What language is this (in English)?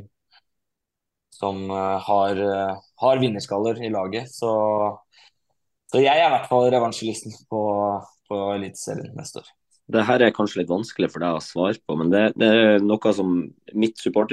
Norwegian